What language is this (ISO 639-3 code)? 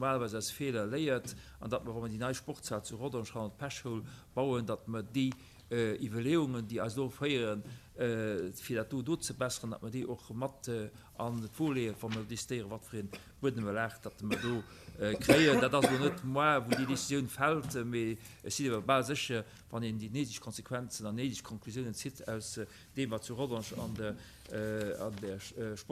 ltz